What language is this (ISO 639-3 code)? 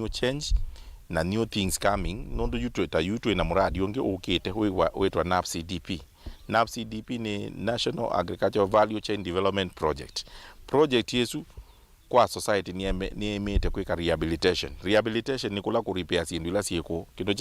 kam